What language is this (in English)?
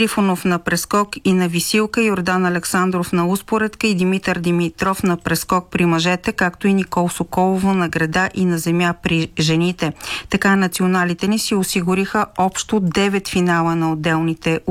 Bulgarian